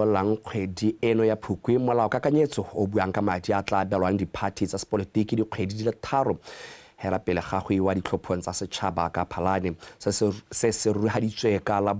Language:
Tswana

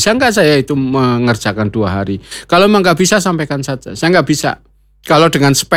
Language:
Indonesian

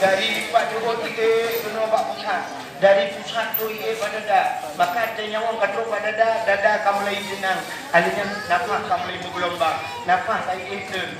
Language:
Achinese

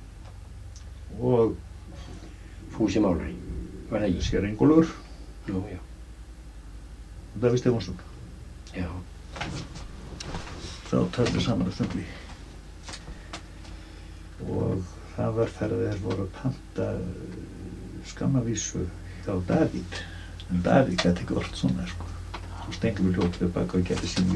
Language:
Icelandic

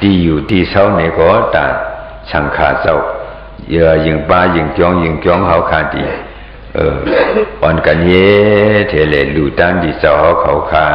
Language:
Shan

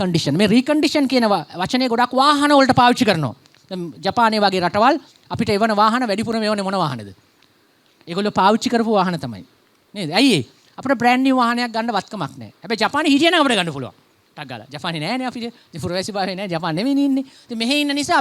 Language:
Sinhala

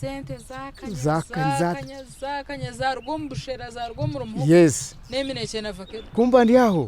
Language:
Nyankole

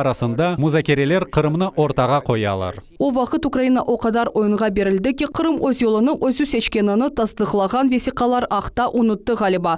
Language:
Crimean Tatar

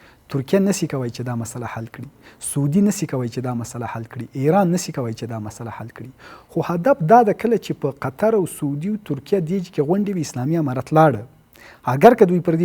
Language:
Pashto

